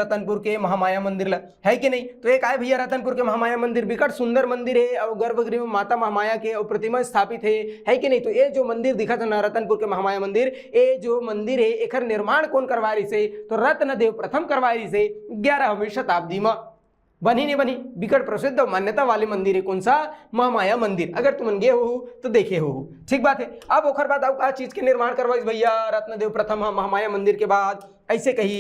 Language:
Chhattisgarhi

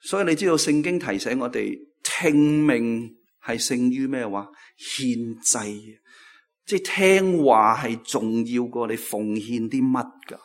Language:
Cantonese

